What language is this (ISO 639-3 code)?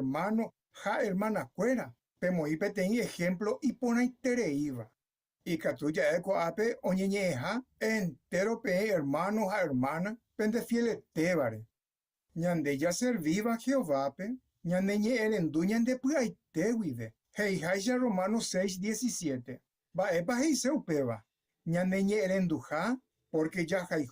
grn